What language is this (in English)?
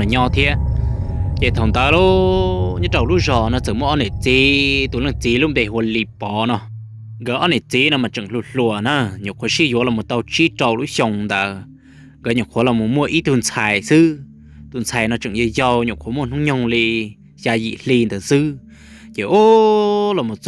Hmong